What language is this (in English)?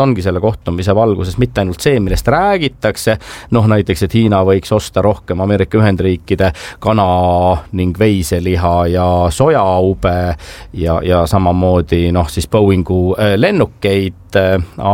Estonian